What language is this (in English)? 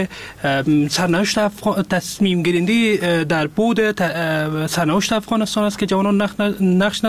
Persian